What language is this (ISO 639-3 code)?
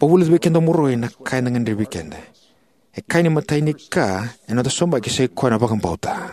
fij